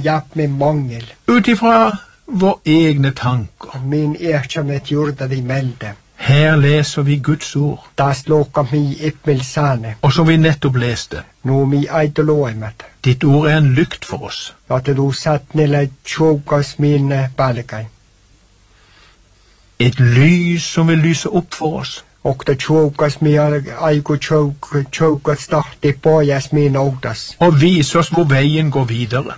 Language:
Norwegian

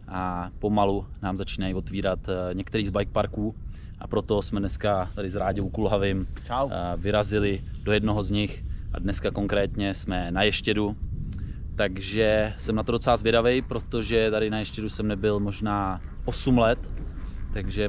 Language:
Czech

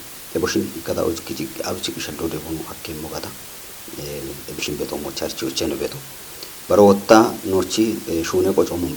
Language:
Kafa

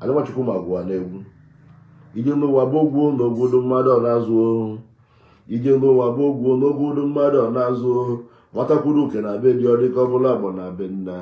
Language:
Igbo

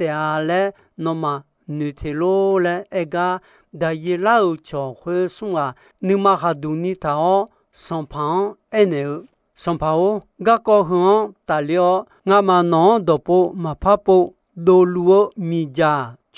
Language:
Akha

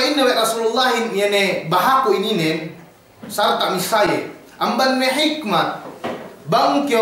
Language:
Yakan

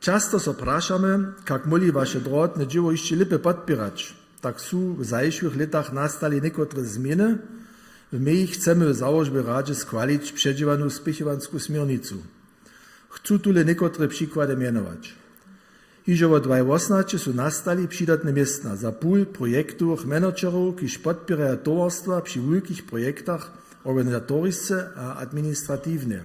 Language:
Upper Sorbian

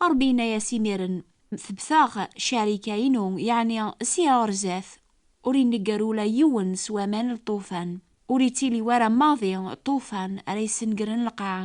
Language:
Kabyle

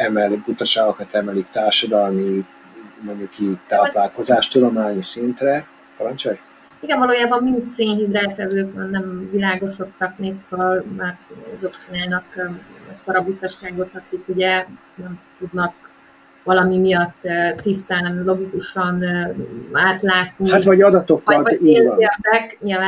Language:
Hungarian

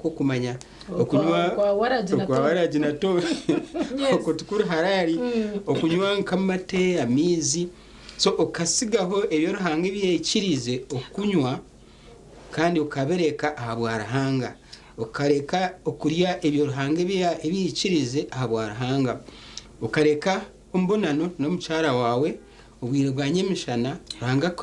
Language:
Nyankole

